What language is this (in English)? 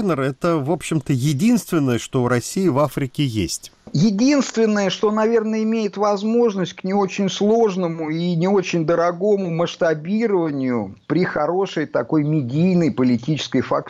Russian